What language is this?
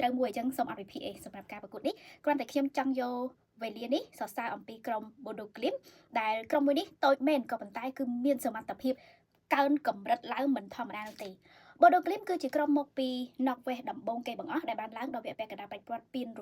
Khmer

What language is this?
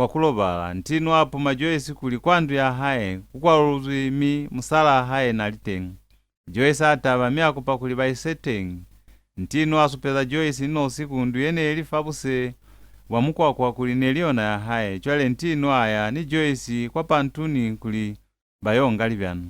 Lozi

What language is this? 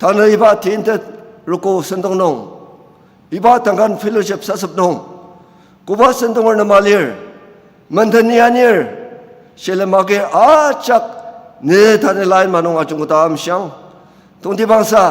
Ao Naga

